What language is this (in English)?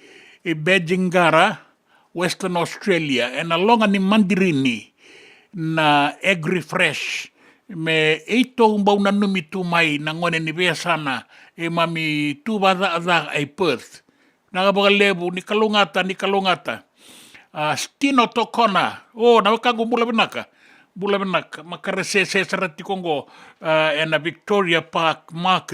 Fijian